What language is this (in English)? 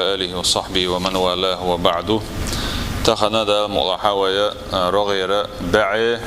Chechen